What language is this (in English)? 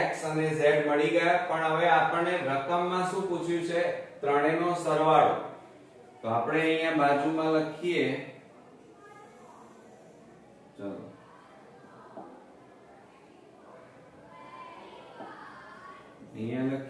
Gujarati